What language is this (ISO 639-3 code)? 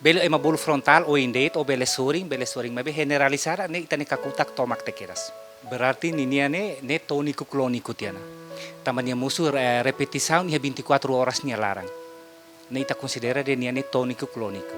tet